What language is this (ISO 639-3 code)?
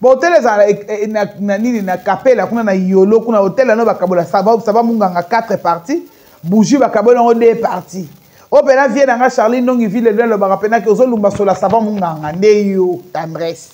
lin